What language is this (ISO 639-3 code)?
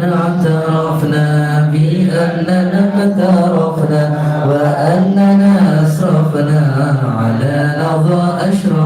mad